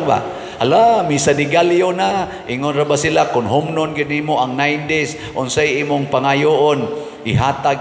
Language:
Cebuano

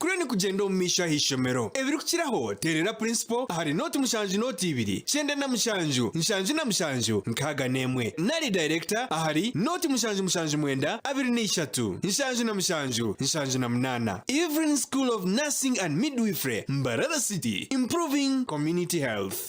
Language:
Nyankole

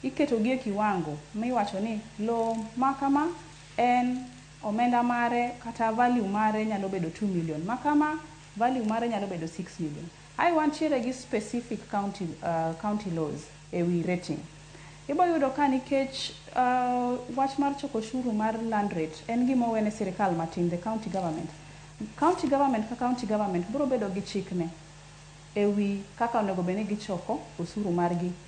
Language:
Luo (Kenya and Tanzania)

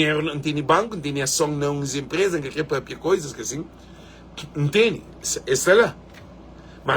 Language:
Kabuverdianu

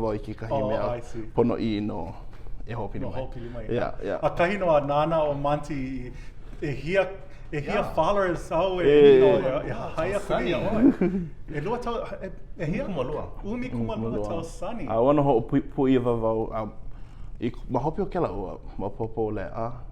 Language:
Hawaiian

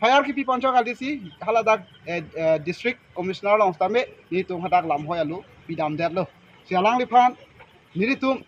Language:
Karbi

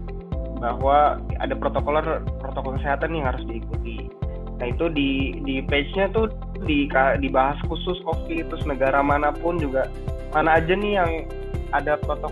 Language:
Indonesian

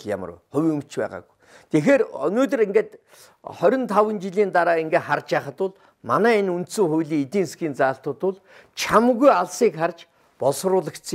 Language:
Mongolian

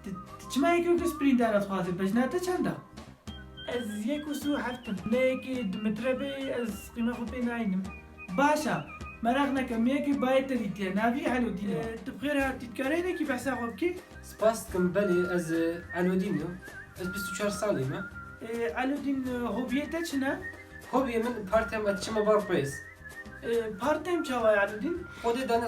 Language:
Kurdish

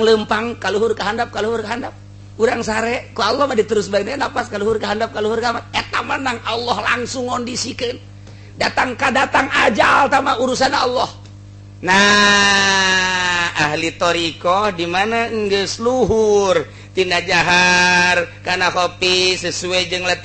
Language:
Sundanese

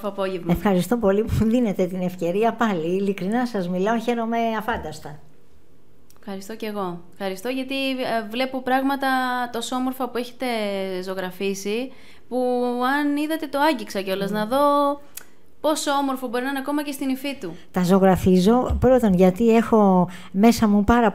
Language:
Greek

